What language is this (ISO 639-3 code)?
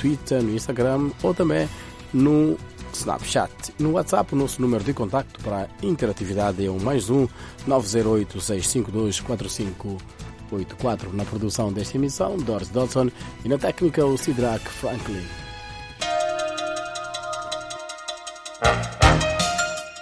por